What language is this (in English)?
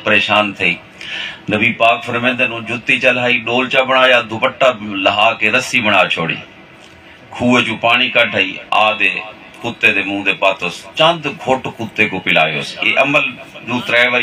Saraiki